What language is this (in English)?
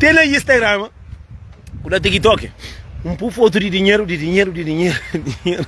Kabuverdianu